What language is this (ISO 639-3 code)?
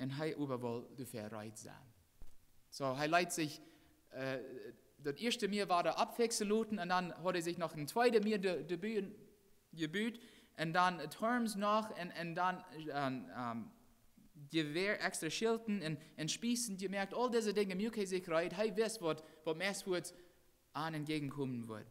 pdt